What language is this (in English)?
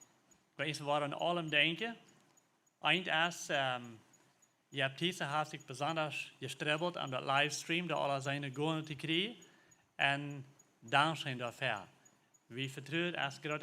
Plautdietsch